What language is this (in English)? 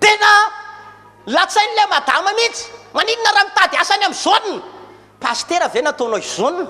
Malagasy